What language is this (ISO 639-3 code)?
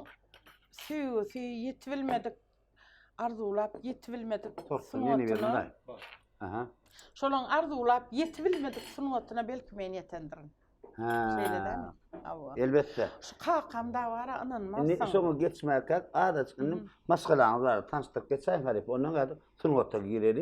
tuk